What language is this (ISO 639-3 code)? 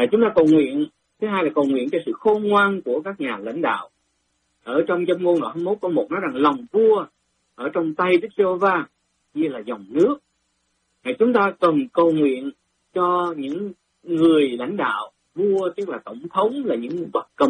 vie